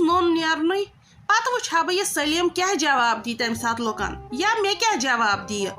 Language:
Kashmiri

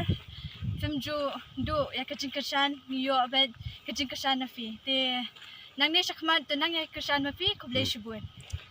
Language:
Khasi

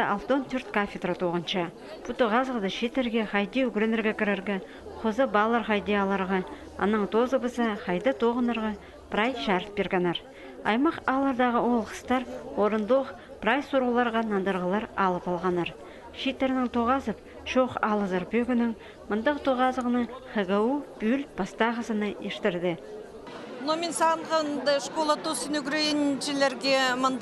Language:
Khakas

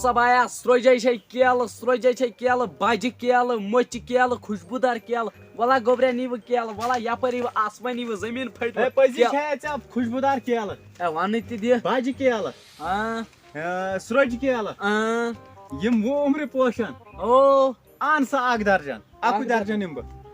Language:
Kashmiri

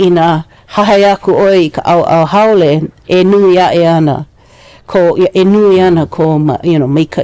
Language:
Hawaiian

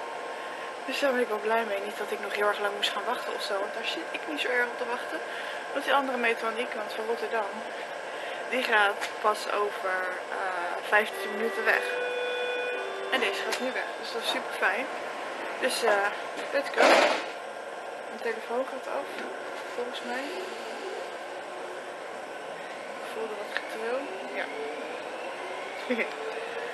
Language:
Dutch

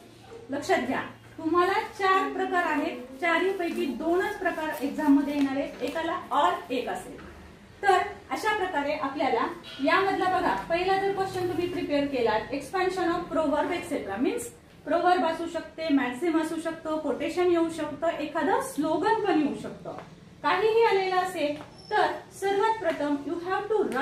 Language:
Marathi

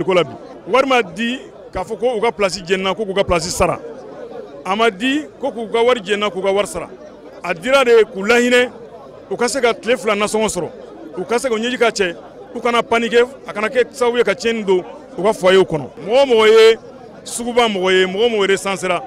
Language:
Bambara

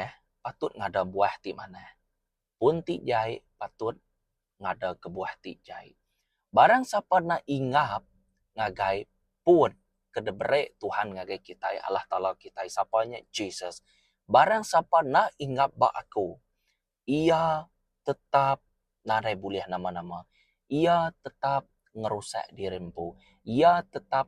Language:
Iban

